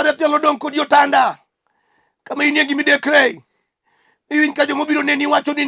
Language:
Luo (Kenya and Tanzania)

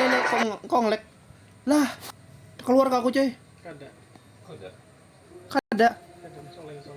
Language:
Banjar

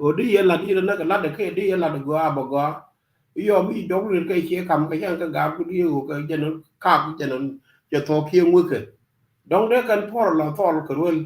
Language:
Nuer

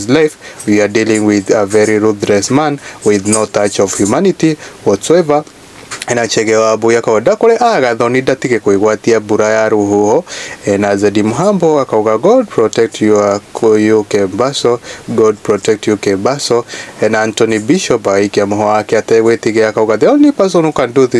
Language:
Kikuyu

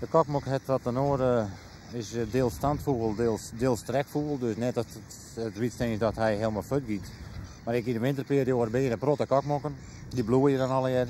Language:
Western Frisian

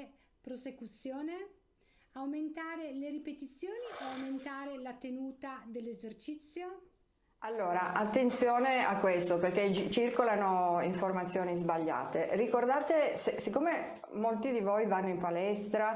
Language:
Italian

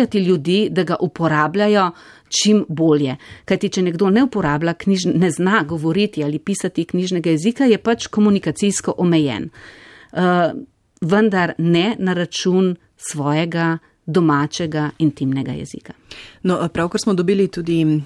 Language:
Slovenian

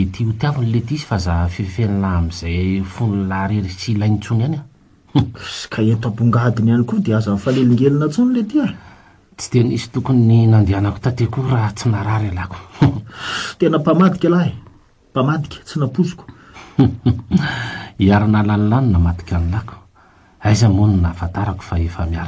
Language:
Malagasy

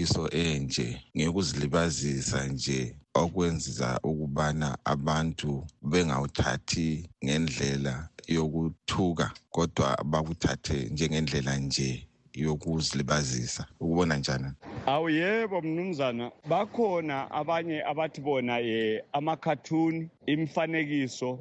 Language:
North Ndebele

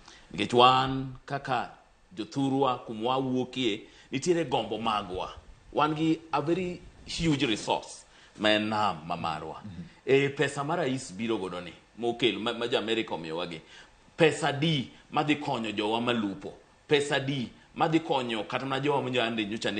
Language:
Luo (Kenya and Tanzania)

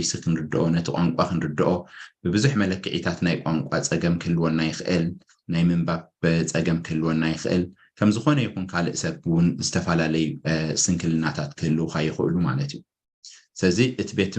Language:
Tigrinya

